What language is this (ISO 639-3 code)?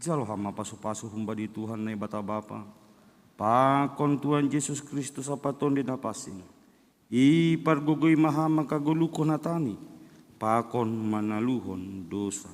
bts